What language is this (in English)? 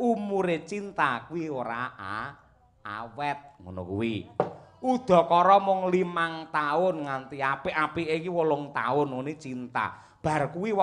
Javanese